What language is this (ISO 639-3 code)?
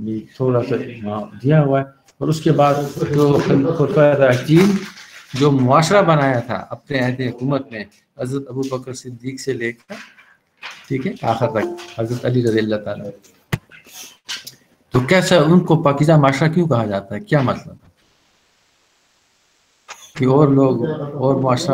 urd